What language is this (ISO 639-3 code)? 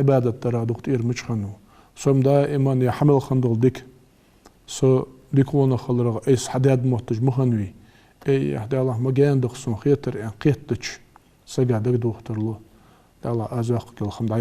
inh